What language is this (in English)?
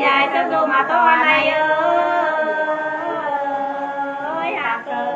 Nung (Viet Nam)